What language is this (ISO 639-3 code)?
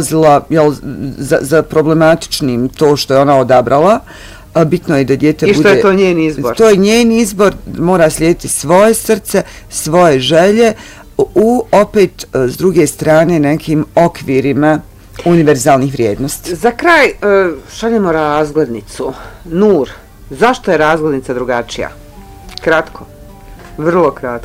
bos